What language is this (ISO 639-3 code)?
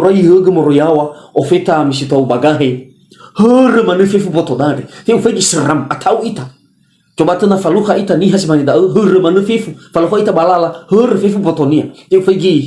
nia